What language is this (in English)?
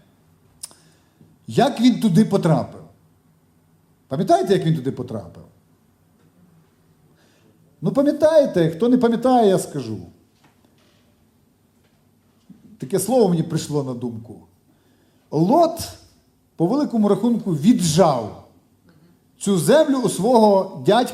Ukrainian